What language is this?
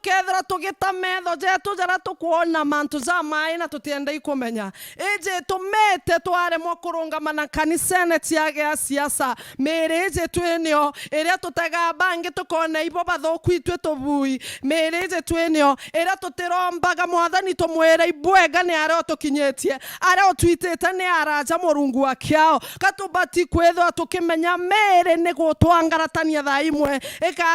Meru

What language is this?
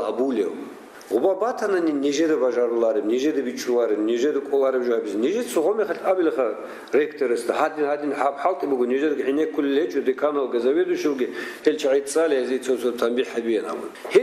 Avaric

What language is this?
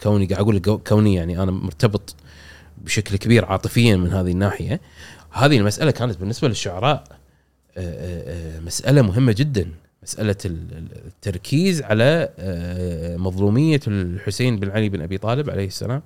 Gulf Arabic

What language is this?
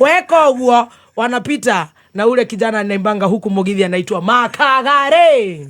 Kikuyu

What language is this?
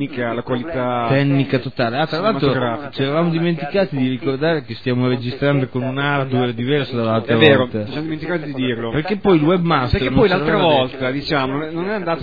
Italian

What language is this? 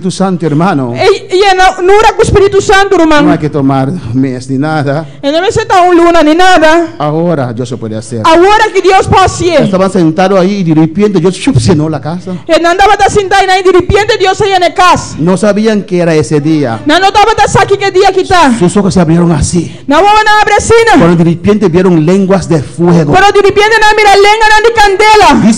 Papiamento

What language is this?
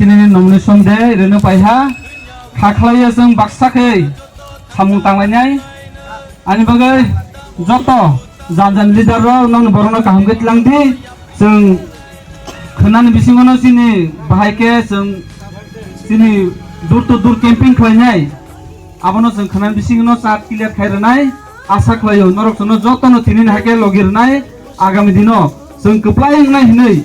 Kok Borok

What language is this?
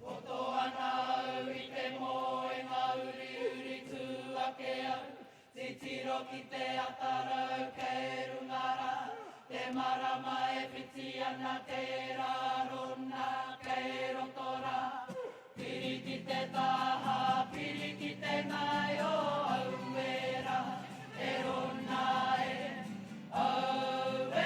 Māori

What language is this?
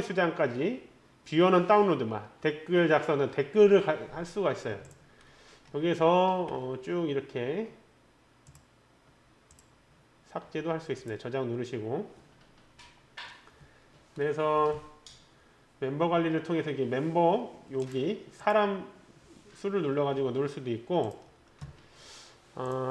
Korean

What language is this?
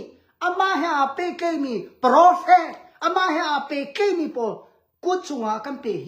Hakha Chin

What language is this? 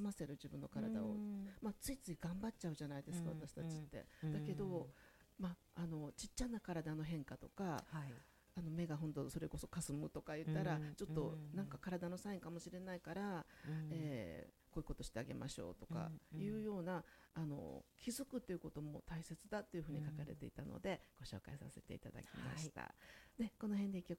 Japanese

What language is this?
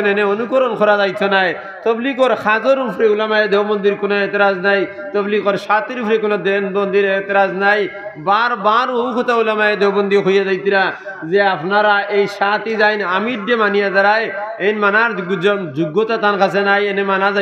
Sylheti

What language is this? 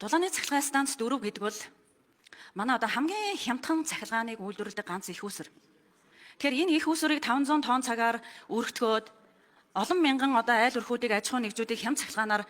Mongolian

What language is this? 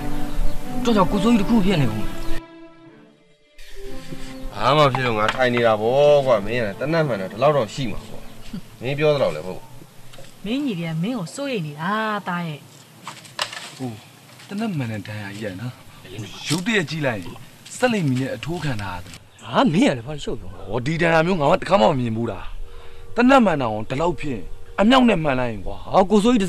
Burmese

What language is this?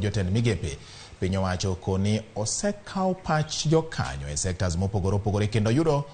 Luo (Kenya and Tanzania)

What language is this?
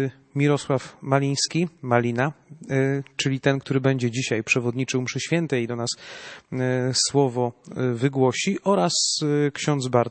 Polish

